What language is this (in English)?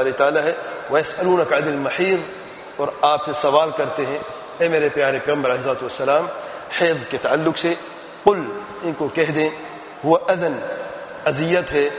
Urdu